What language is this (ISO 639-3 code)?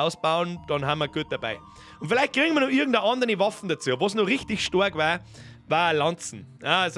bar